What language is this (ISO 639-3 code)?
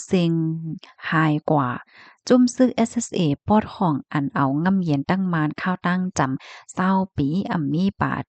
shn